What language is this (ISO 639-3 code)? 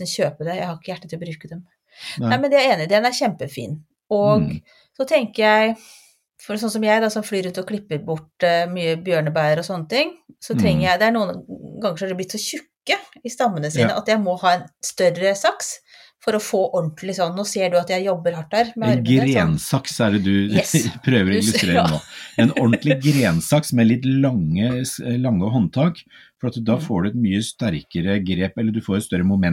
nor